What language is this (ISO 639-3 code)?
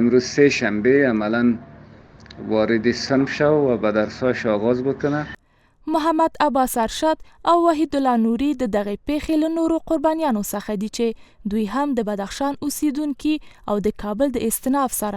pus